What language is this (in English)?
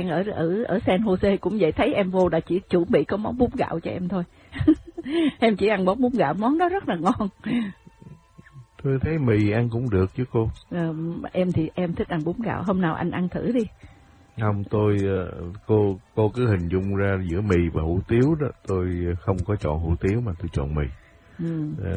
Vietnamese